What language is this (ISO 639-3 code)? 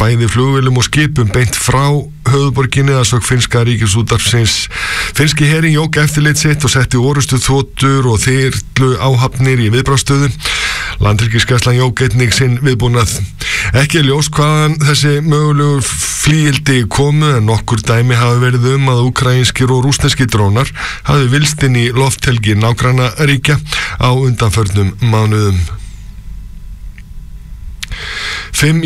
isl